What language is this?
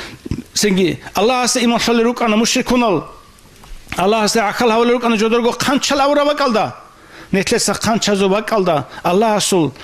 Avaric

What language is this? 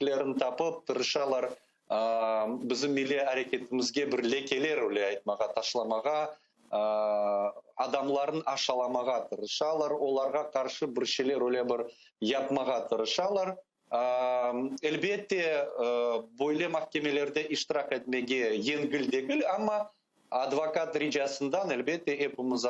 Crimean Tatar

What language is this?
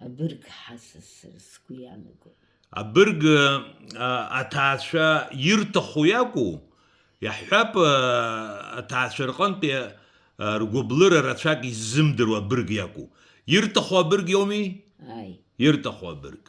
Abkhazian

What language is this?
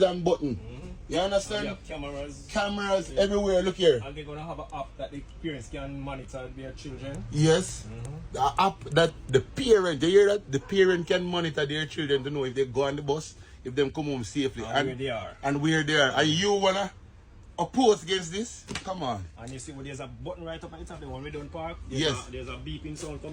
Jamaican Creole English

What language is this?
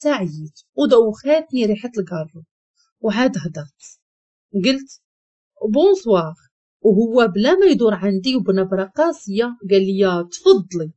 Moroccan Arabic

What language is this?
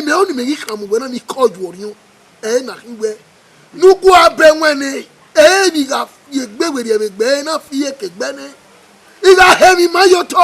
Bini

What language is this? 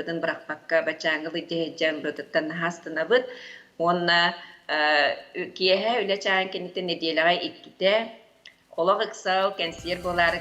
Yakut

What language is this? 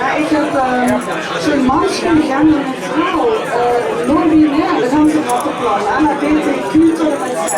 Limburgish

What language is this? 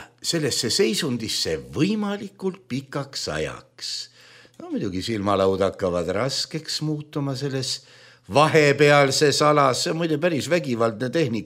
Estonian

